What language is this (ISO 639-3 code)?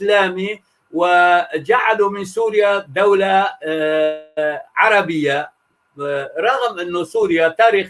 apc